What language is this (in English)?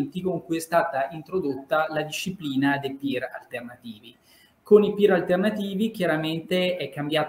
Italian